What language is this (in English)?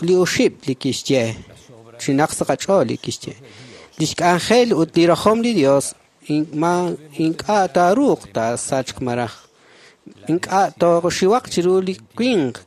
Kekchí